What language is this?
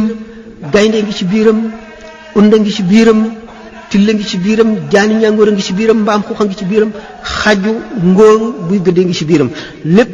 Wolof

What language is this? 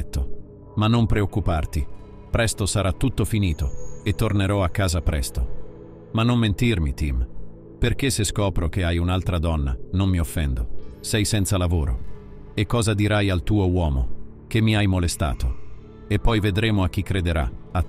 Italian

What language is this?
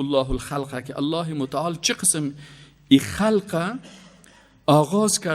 Persian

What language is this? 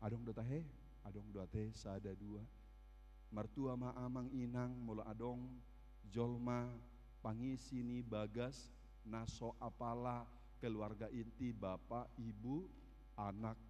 Batak Toba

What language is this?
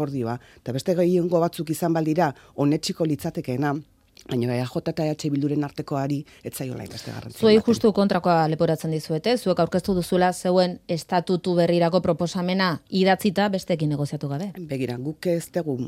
Basque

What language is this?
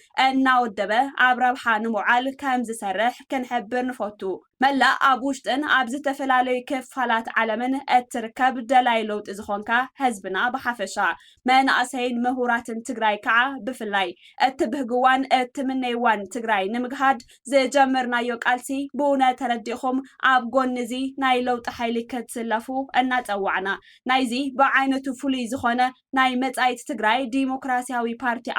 Tigrinya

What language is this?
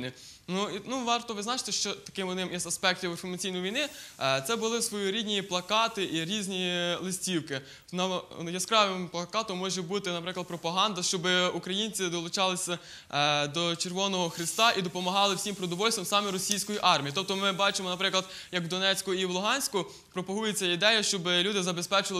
Ukrainian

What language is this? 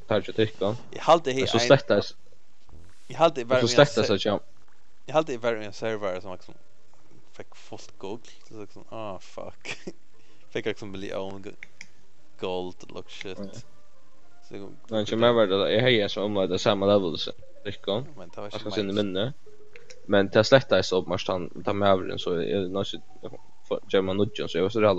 Faroese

